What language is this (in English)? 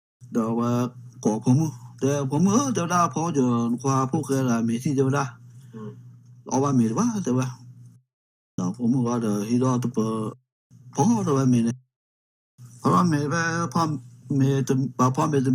S'gaw Karen